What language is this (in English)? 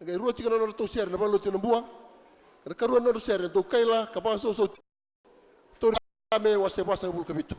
Fijian